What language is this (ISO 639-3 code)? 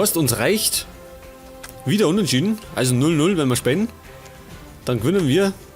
bar